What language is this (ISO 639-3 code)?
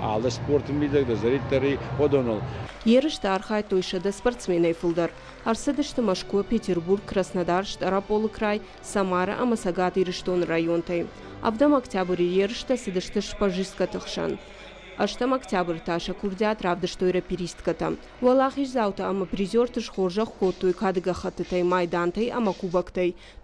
oss